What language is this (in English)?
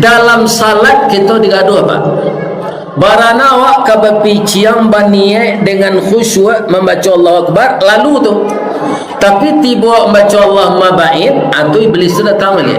Minangkabau